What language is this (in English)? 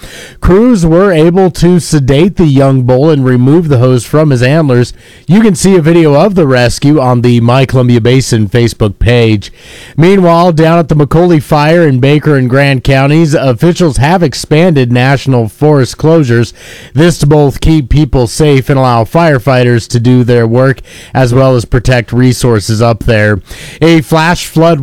English